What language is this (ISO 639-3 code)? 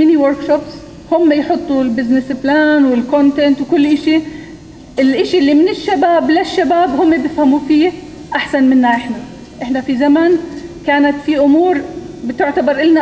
apc